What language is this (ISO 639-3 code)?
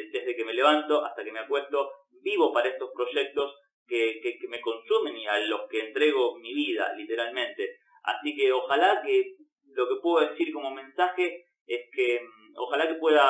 spa